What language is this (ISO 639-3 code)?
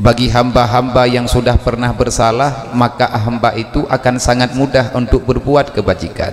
ace